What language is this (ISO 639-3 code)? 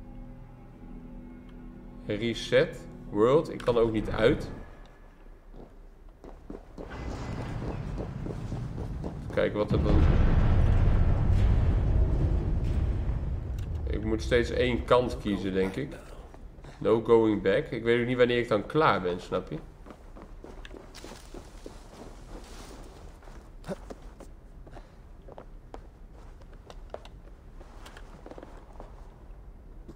nld